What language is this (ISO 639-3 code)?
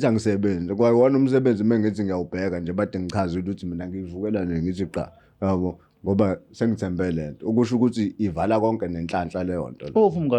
zul